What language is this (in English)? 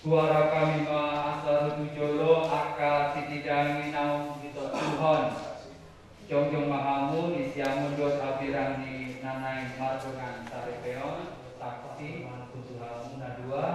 Batak Toba